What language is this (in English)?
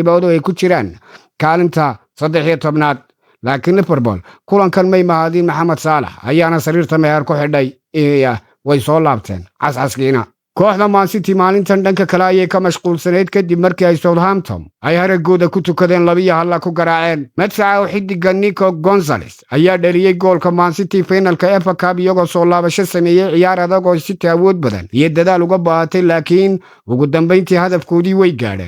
Somali